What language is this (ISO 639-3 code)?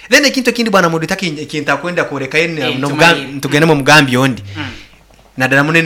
nyn